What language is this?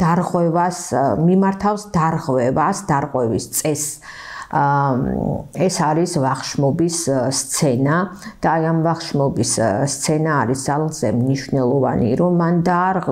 Georgian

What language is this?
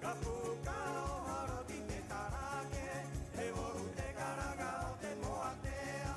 Rapanui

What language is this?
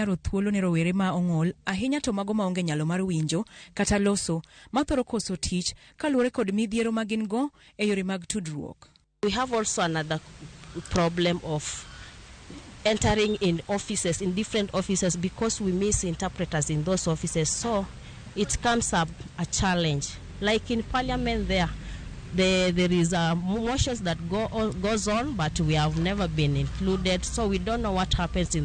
Luo (Kenya and Tanzania)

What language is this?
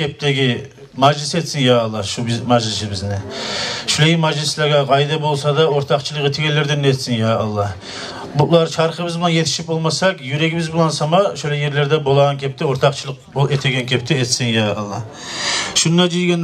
Kumyk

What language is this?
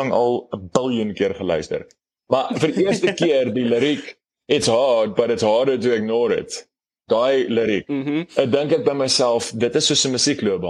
Afrikaans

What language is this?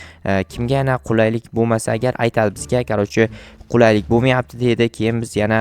Uzbek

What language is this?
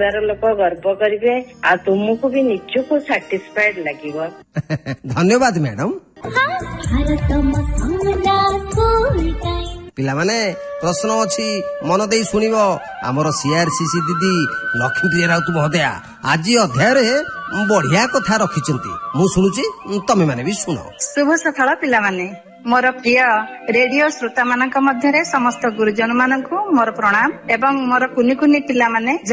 Odia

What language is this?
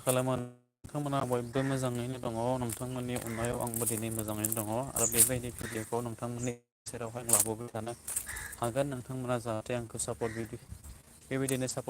Bodo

